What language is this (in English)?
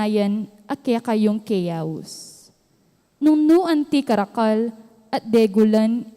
Pampanga